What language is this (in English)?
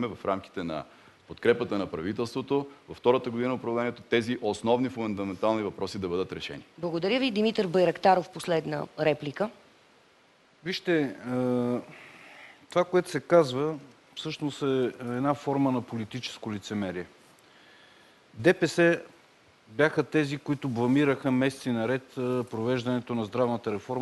Bulgarian